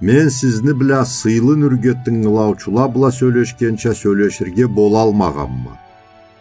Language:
Karachay-Balkar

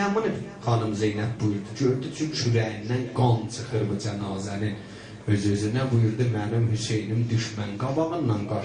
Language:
South Azerbaijani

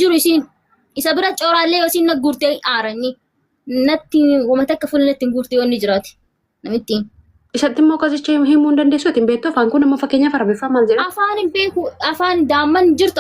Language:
Oromo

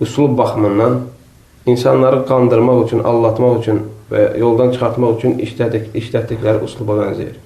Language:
Azerbaijani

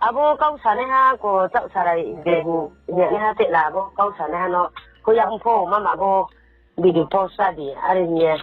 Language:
Riang (India)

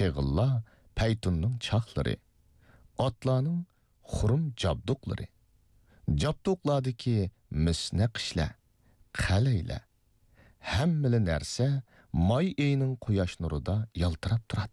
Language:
Uyghur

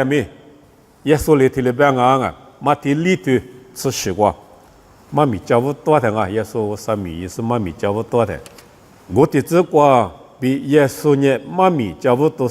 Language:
Lisu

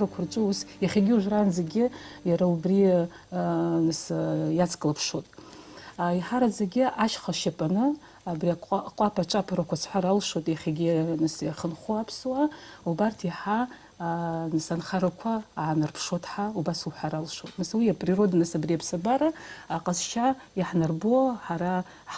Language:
Abkhazian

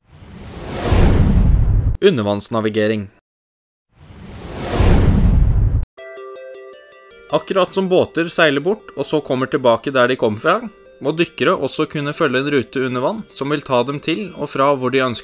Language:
Norwegian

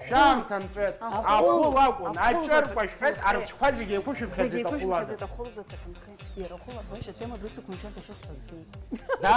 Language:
Abkhazian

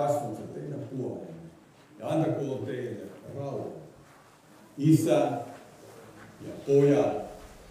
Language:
Finnish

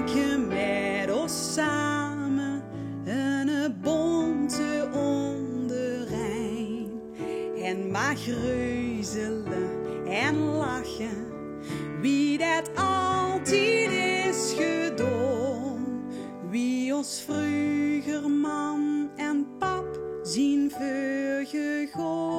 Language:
Limburgish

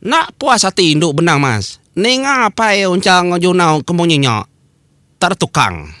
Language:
Iban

